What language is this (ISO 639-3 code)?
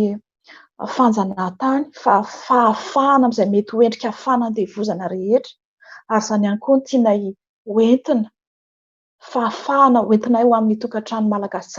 mlg